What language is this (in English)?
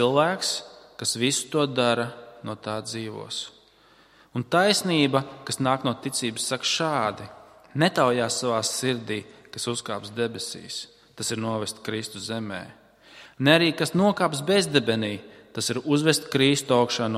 Latvian